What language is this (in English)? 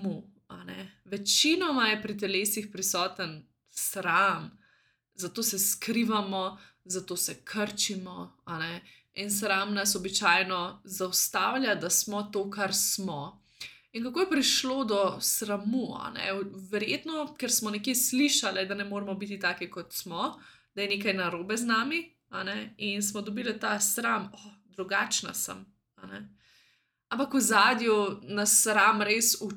Slovenian